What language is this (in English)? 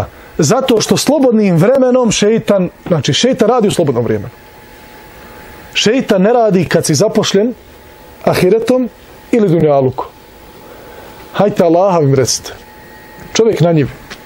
Bosnian